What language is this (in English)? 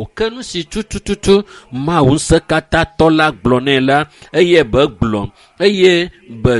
Ewe